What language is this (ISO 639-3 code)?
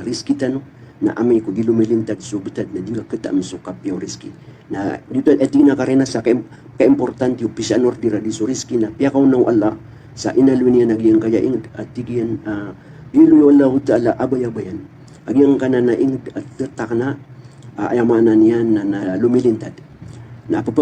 mrw